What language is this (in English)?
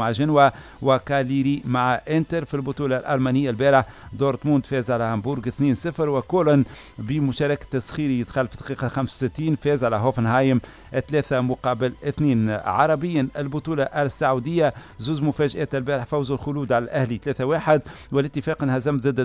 Tunisian Arabic